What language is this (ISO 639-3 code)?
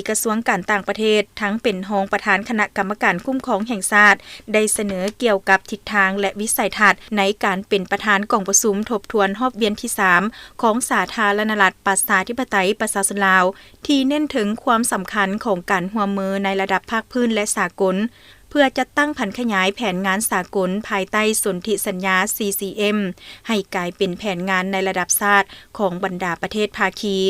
lao